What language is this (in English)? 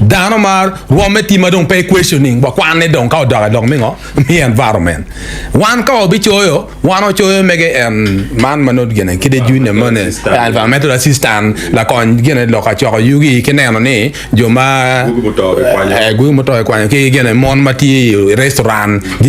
Acoli